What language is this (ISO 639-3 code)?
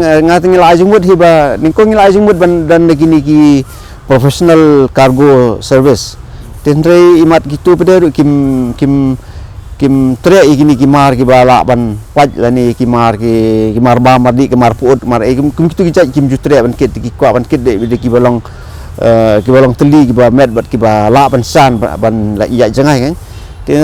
kha